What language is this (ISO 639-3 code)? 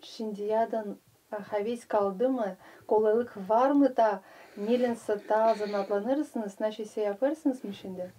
gag